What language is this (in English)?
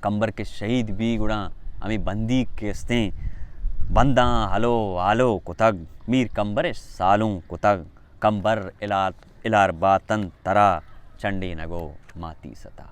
Baluchi